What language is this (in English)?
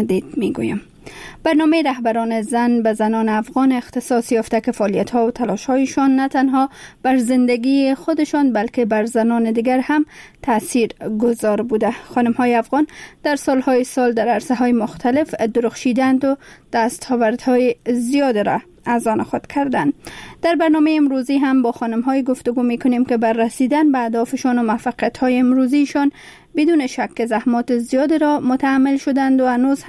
Persian